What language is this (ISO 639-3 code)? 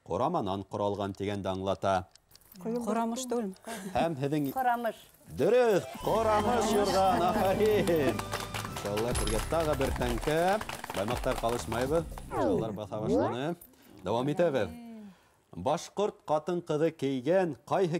bak